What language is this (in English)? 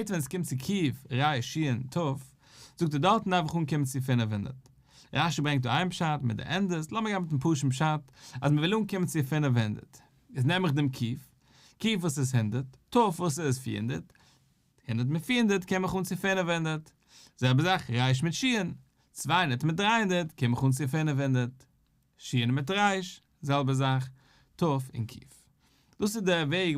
Yiddish